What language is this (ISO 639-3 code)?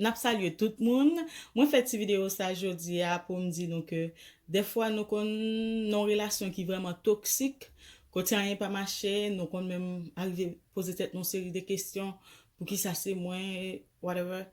hat